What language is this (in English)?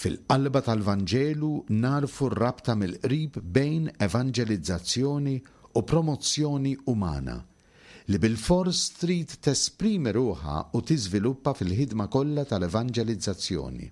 Maltese